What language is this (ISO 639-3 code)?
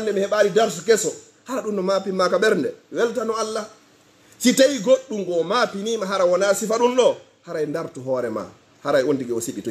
ful